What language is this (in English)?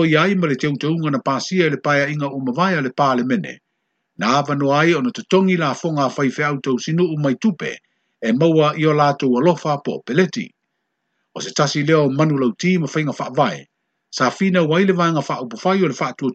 Samoan